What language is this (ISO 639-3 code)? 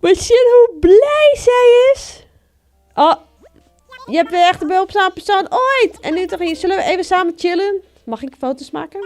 fry